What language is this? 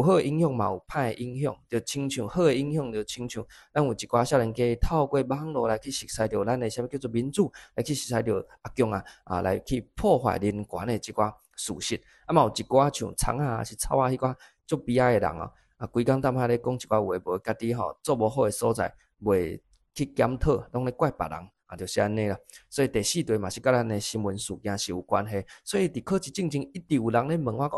Min Nan Chinese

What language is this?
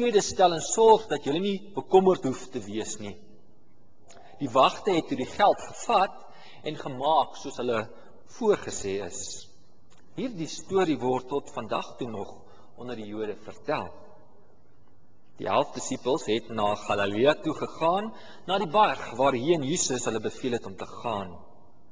Afrikaans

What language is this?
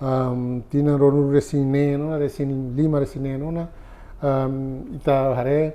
Tetum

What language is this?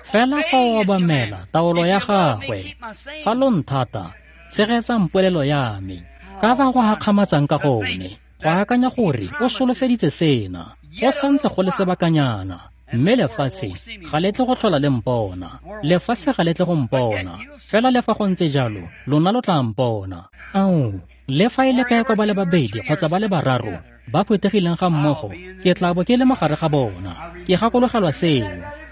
Tswana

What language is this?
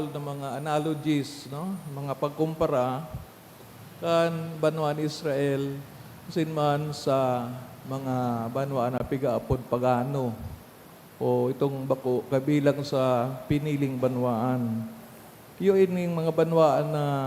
Bikol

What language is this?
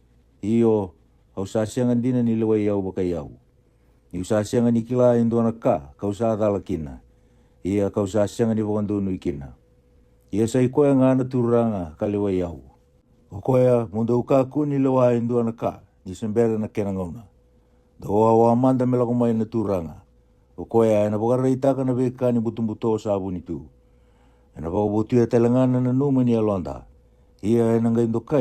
Fijian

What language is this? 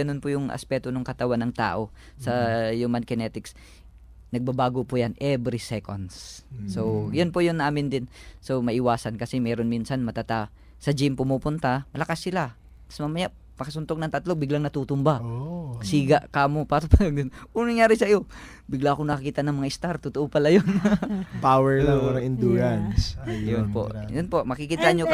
Filipino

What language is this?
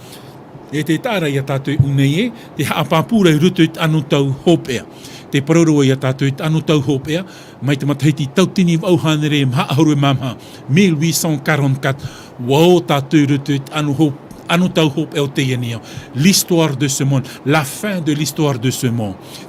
Tahitian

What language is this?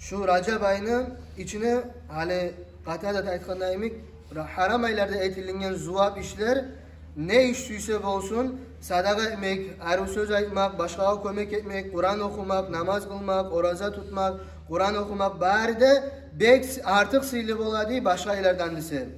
Kumyk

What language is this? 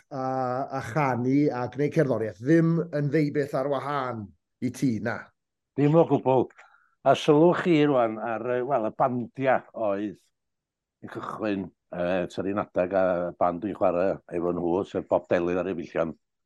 Welsh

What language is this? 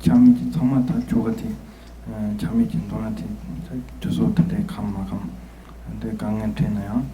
Tibetan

